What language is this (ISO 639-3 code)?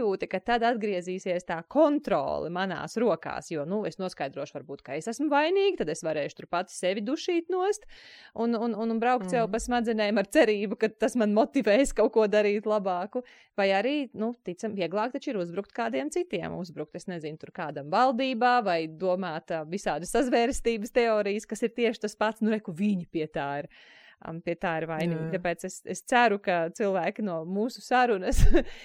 lav